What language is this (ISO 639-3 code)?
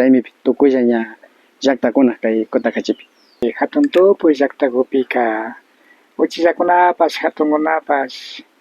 qvi